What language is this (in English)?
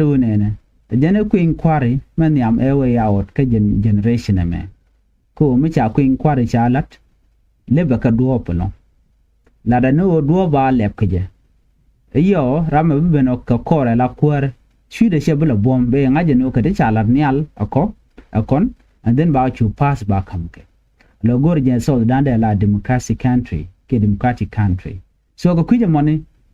Nuer